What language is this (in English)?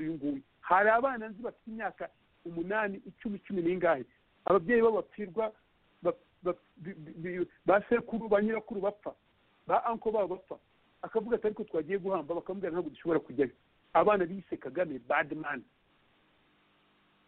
Kinyarwanda